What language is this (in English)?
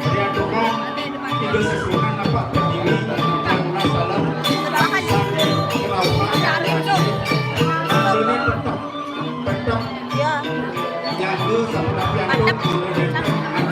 Balinese